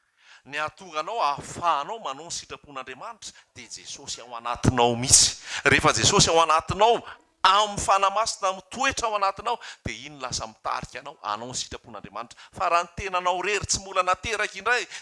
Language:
Malagasy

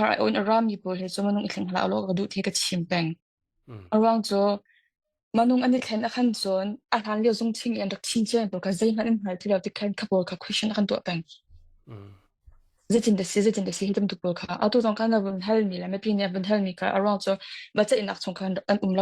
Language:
Hakha Chin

